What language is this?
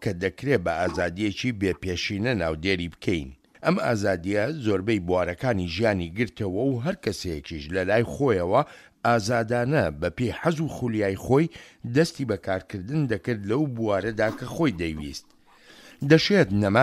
Central Kurdish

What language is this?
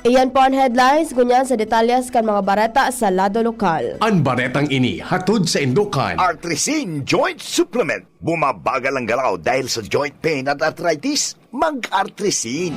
Bikol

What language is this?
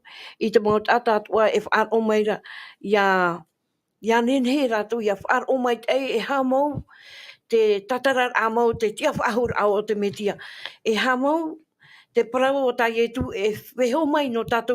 Tahitian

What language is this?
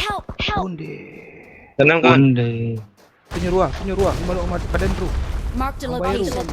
Minangkabau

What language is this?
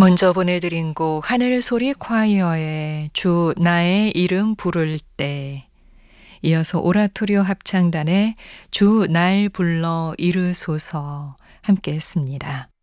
Korean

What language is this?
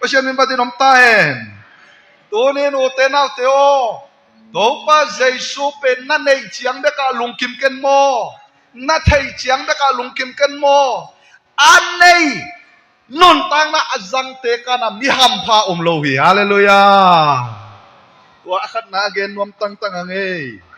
Tedim Chin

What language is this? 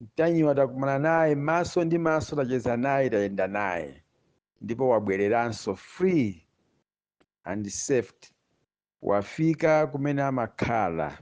Nyanja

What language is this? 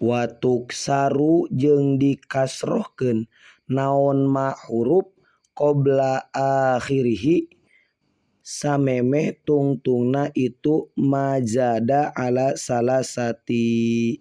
Sundanese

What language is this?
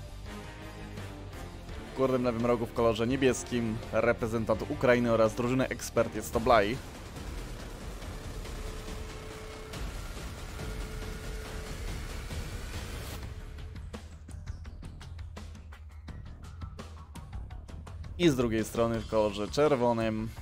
Polish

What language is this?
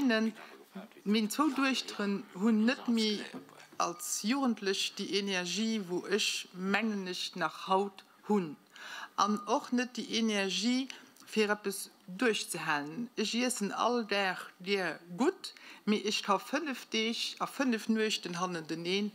Luxembourgish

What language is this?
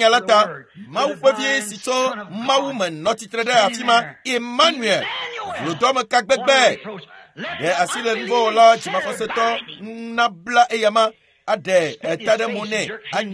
Ewe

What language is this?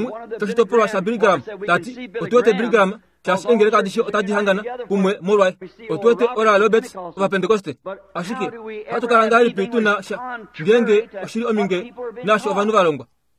Kuanyama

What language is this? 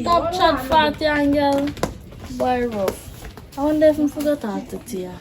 Jamaican Creole English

